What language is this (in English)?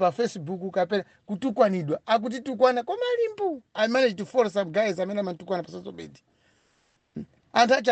Nyanja